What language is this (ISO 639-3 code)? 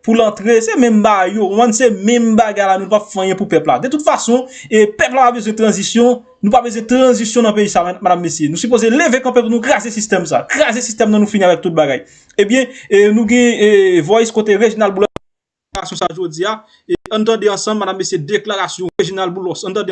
hat